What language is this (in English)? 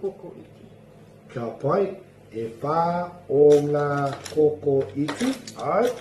Māori